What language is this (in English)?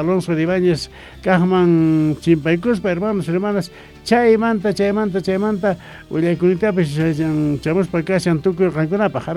Quechua